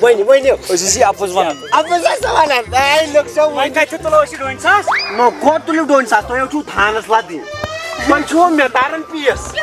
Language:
Kashmiri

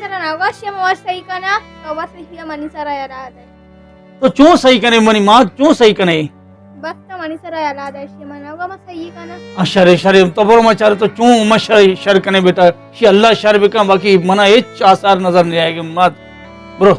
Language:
Baluchi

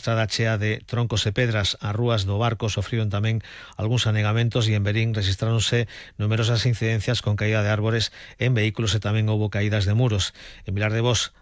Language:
Galician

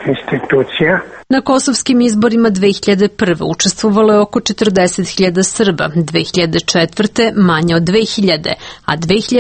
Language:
Serbian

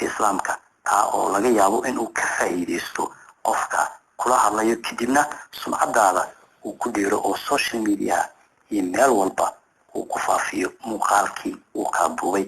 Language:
Somali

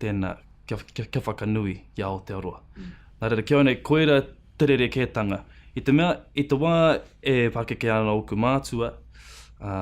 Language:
Māori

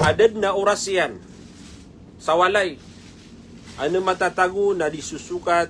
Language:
Maranao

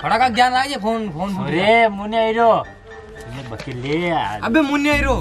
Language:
Rajasthani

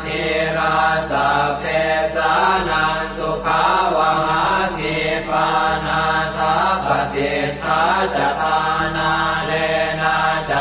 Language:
Pali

